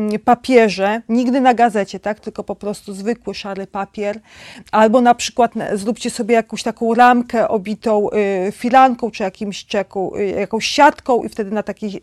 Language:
Polish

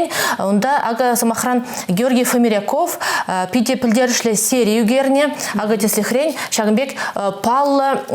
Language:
Chuvash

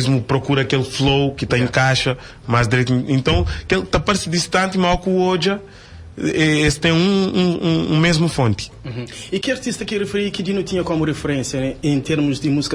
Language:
Kabuverdianu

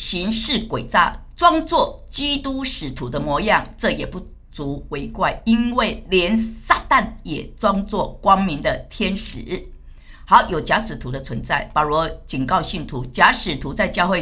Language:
Chinese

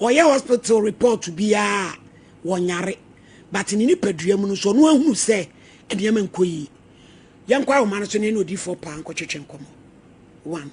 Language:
Akan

